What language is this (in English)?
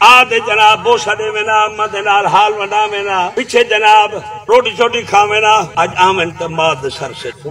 Saraiki